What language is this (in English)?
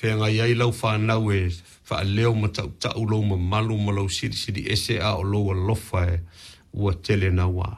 Samoan